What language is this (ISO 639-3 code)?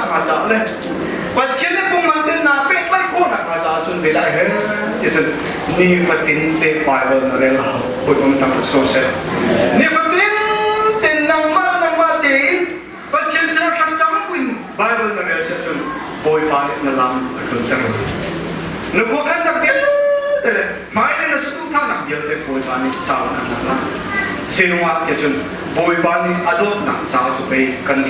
cnh